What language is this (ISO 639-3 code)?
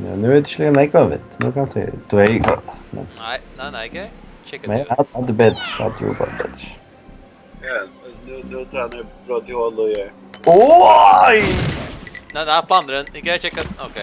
fao